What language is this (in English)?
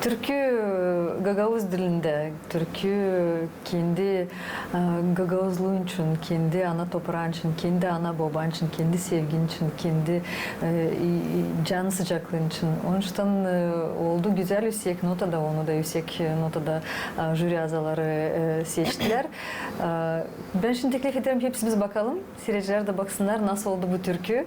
Gagauz